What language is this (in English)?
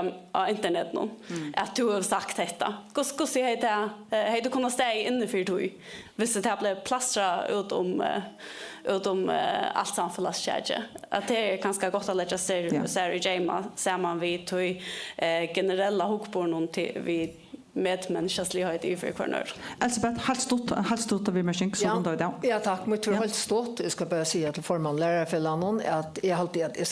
Faroese